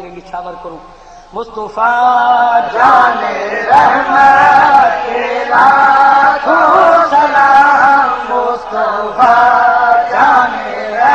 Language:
Saraiki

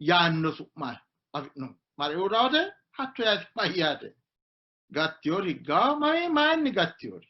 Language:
Sidamo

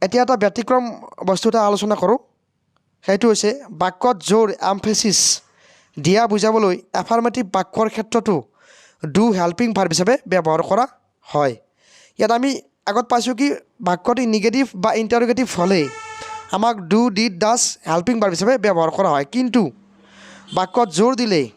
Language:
Assamese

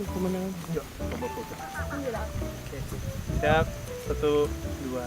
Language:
Manado Malay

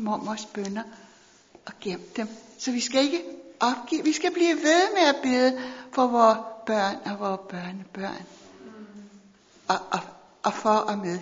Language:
Danish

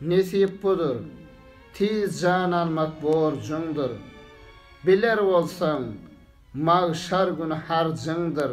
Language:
Turkmen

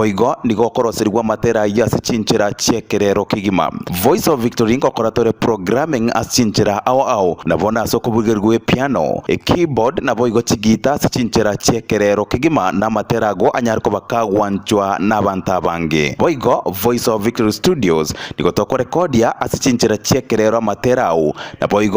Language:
Gusii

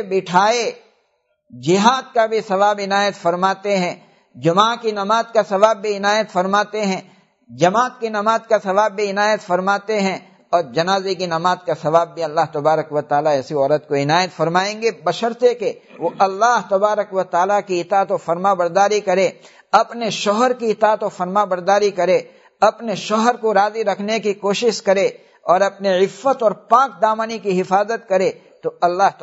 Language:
Urdu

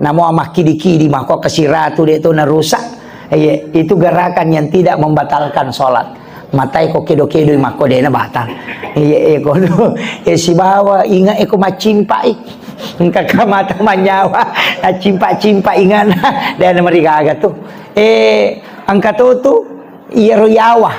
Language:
Buginese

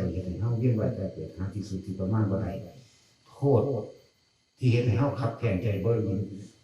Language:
Northeastern Thai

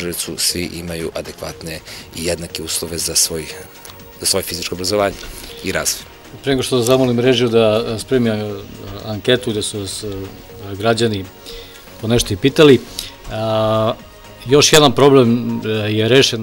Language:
Serbian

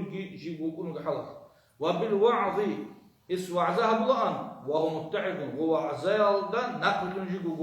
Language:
Avaric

